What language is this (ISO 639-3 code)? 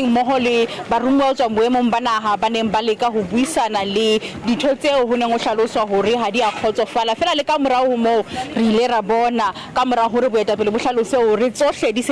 sot